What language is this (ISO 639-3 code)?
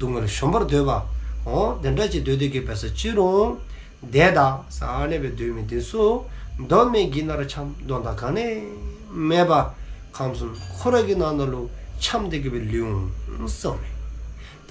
dzo